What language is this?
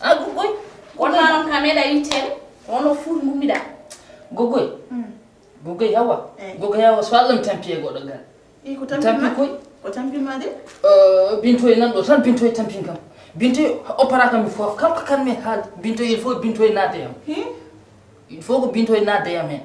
Fula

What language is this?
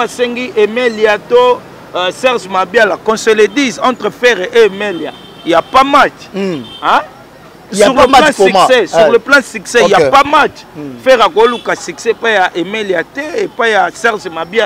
Lingala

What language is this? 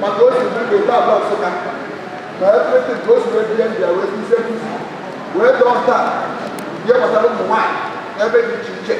Igbo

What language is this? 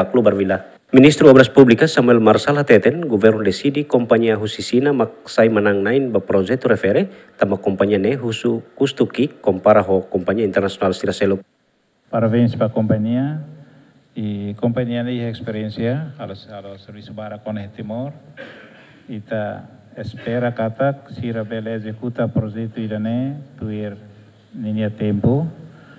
Tetum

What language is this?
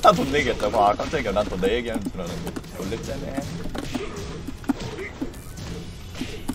Korean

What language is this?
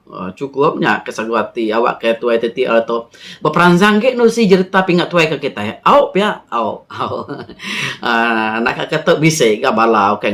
Iban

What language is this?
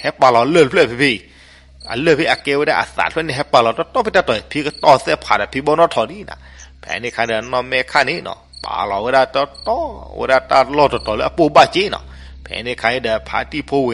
S'gaw Karen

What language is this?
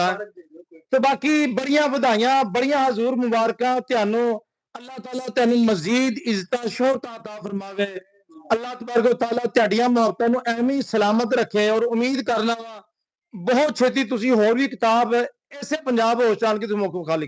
Western Panjabi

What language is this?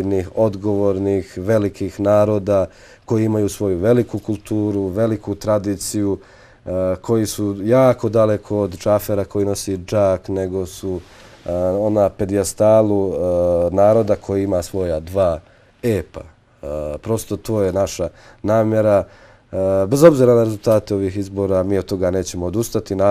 Bosnian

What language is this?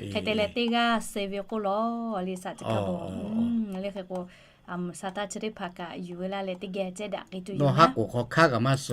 Lahu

